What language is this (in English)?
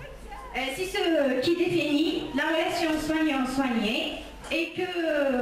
French